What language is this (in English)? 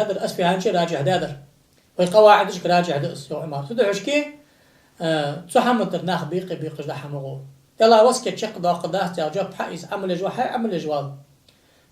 Ingush